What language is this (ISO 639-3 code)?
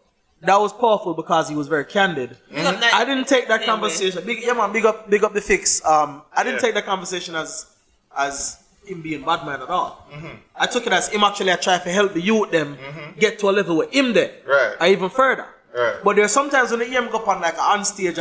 jam